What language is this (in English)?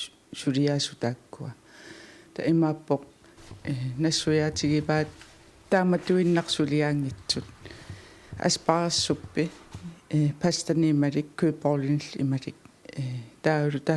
Kalaallisut